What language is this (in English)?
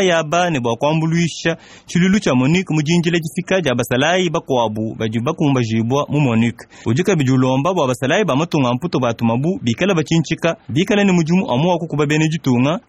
Luba-Lulua